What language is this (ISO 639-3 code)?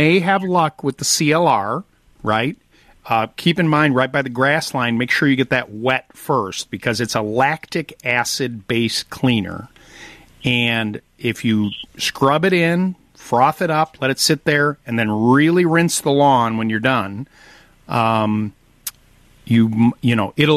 eng